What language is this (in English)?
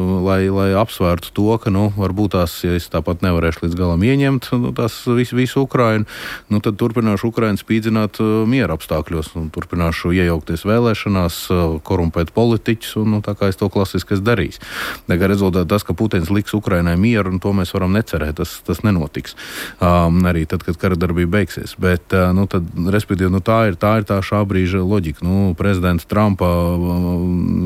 Latvian